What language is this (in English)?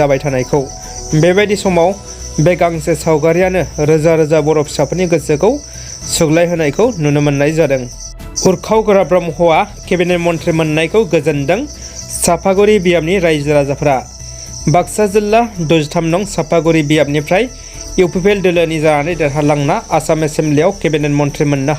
Bodo